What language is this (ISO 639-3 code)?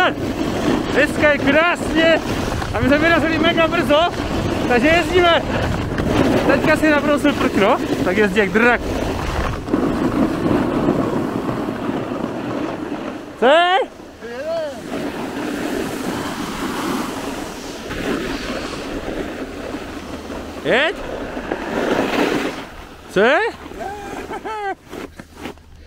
ces